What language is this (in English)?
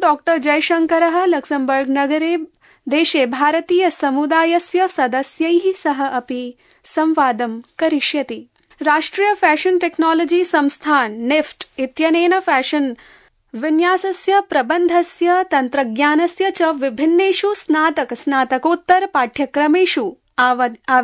Sanskrit